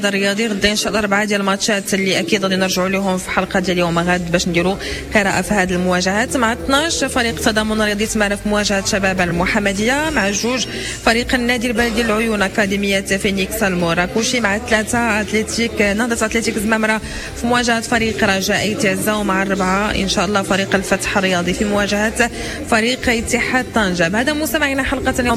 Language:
Moroccan Arabic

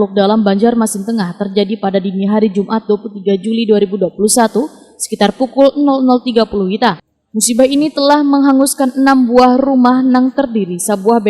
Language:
Banjar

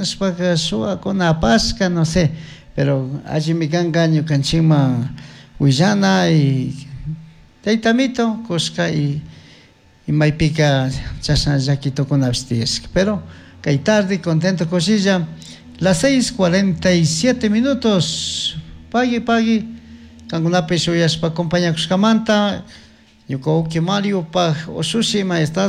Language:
Chimborazo Highland Quichua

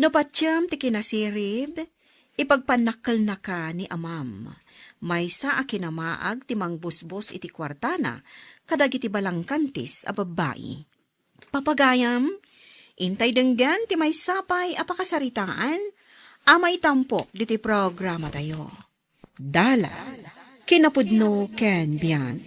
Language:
Iloko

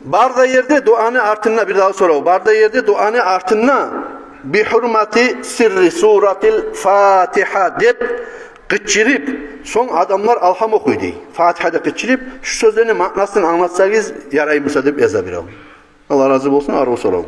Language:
Kumyk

